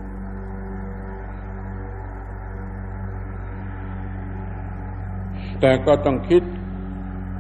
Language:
Thai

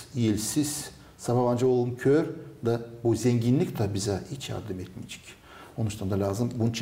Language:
Gagauz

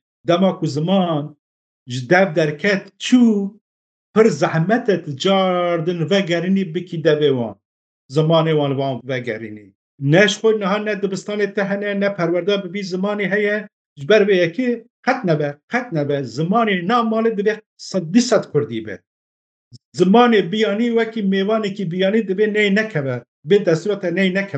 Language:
Kurdish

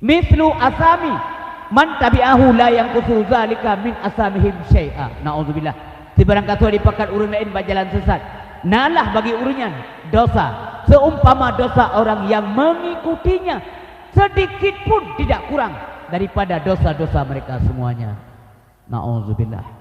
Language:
Achinese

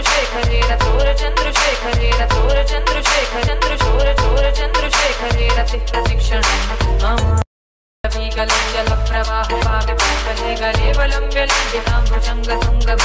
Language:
Sanskrit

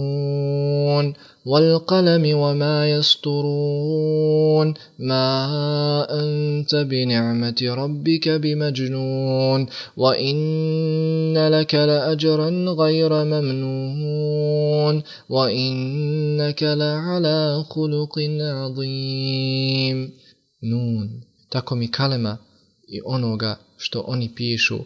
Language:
Bosnian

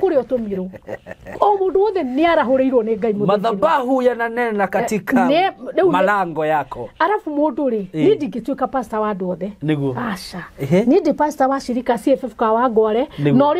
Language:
Kikuyu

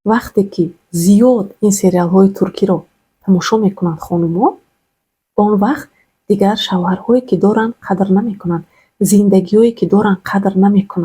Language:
Tajik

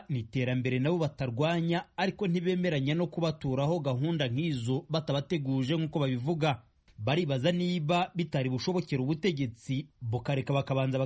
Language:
Kinyarwanda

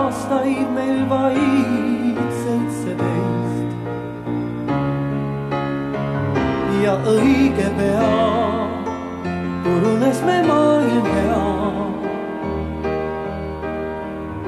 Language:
Estonian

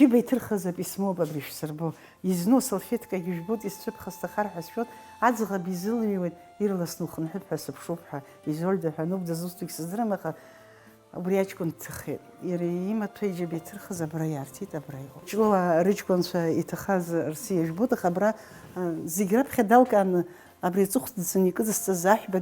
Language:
Abkhazian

